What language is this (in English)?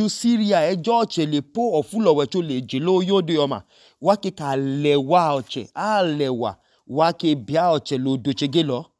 Idoma